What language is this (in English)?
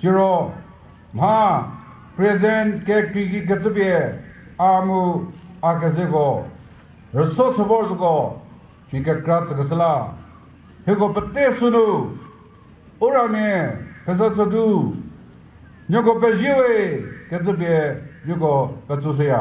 Chokri Naga